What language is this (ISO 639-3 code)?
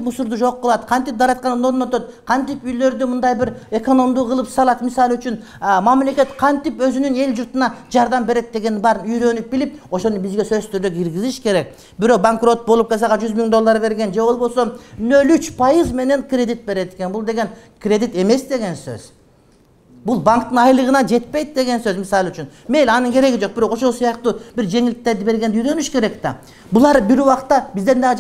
kir